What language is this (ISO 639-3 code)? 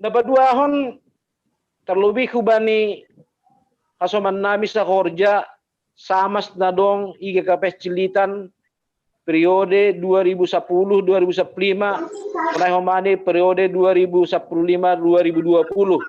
bts